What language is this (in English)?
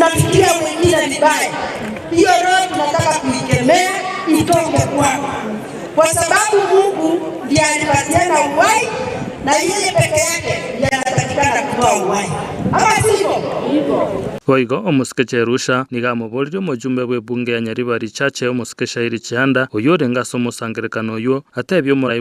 Gusii